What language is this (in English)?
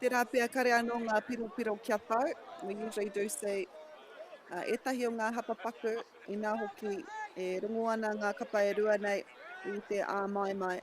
Māori